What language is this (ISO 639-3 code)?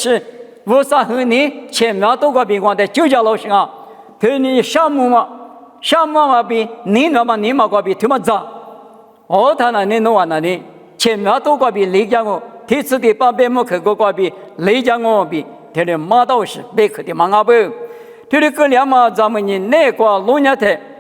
lis